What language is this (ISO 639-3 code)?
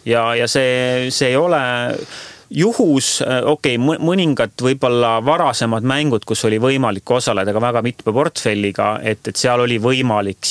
est